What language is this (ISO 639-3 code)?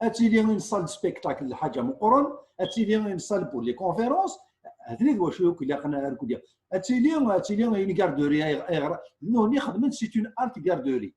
kab